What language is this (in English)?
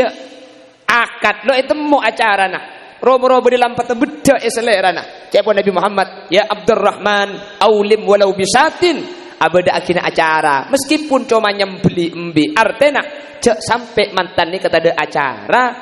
Madurese